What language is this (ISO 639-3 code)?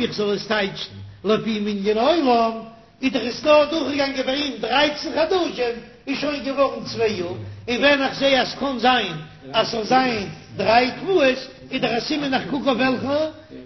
yid